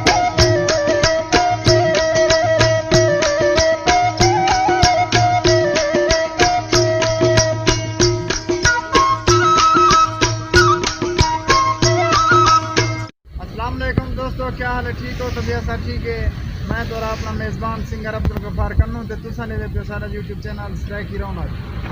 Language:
Saraiki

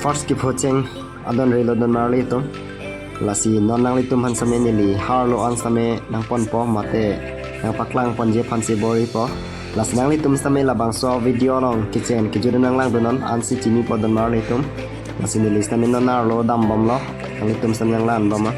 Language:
Karbi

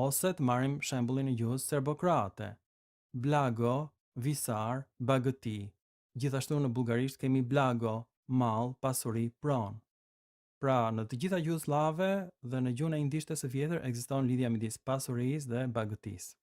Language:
Albanian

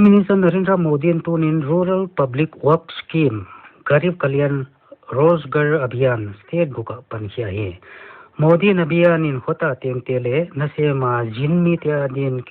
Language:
Paite Chin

